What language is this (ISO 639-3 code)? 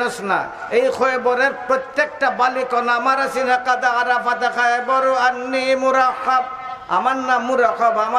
syl